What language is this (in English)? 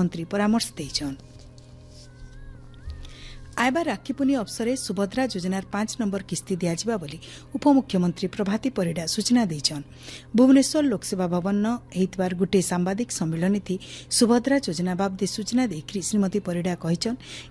Odia